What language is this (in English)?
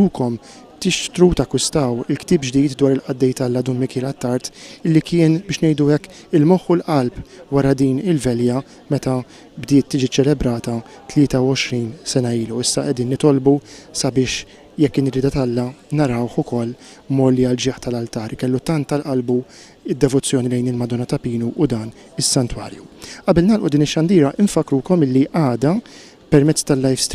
Maltese